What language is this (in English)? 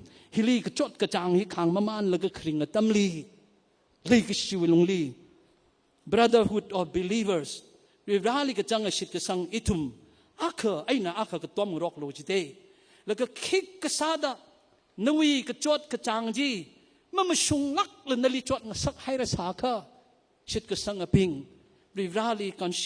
Tangkhul Naga (India)